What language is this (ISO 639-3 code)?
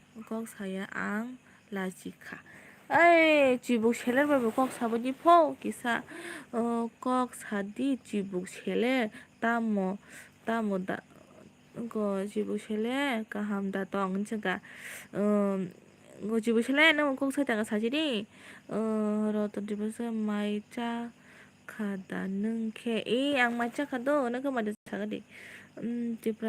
trp